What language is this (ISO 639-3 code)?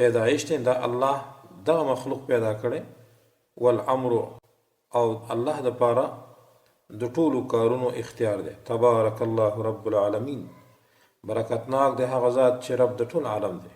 pus